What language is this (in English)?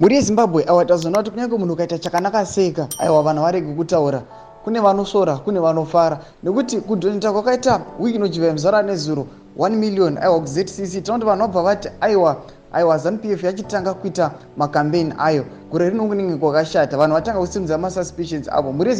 Shona